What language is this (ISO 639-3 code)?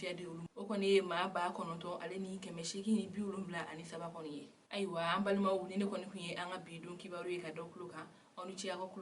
bam